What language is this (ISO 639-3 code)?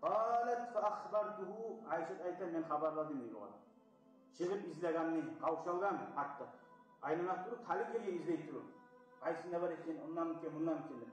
kum